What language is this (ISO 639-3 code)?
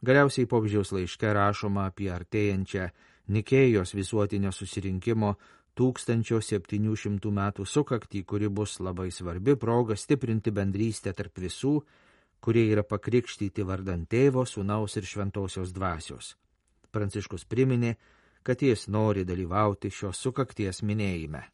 lit